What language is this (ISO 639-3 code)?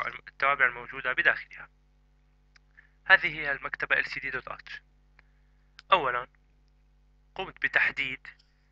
ara